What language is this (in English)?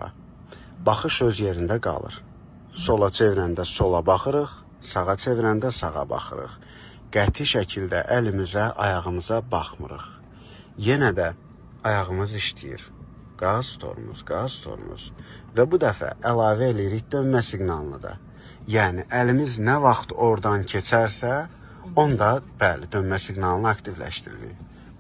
Azerbaijani